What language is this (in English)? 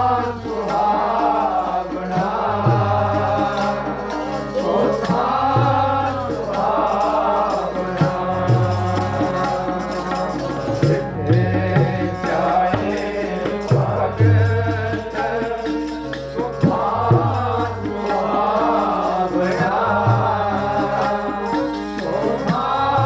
Punjabi